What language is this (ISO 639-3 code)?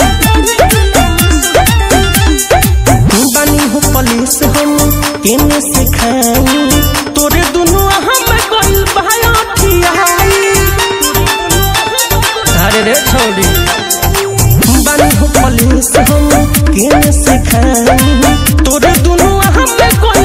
bho